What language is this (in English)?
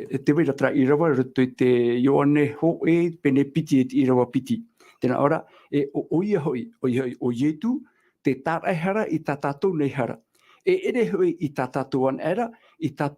Tahitian